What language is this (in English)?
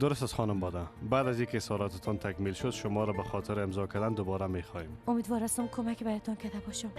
Persian